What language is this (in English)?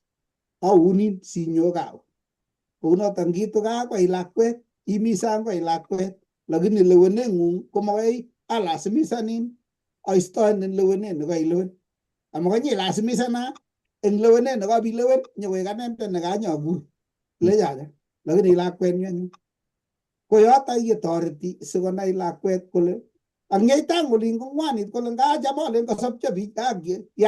Kalenjin